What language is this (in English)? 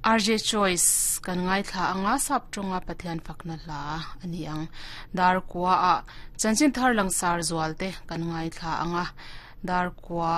Mizo